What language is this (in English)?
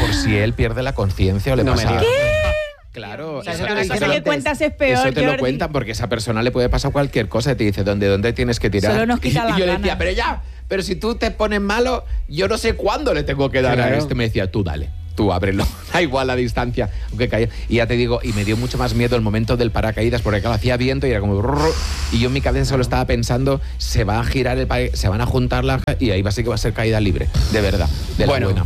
Spanish